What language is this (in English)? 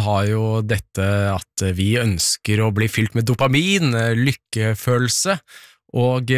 Norwegian